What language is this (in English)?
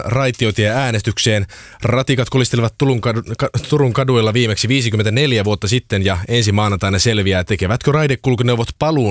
Finnish